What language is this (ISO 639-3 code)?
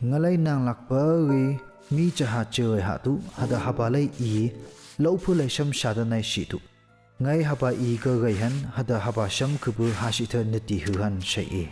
nph